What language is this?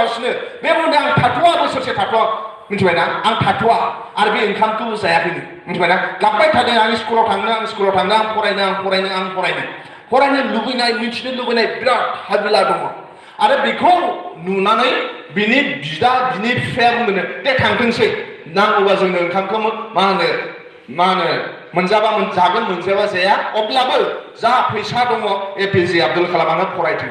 Bodo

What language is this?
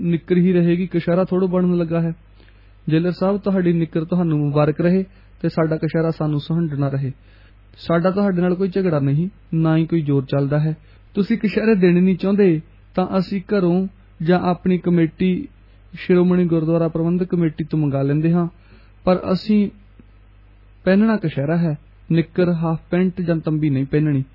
Punjabi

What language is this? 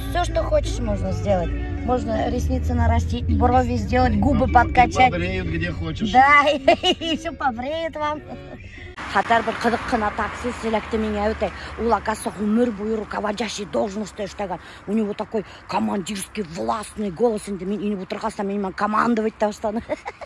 Bashkir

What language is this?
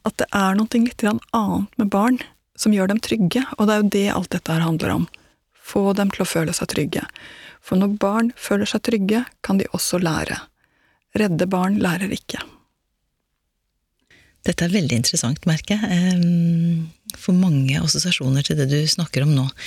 Norwegian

